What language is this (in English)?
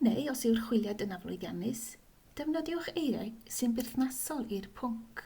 Welsh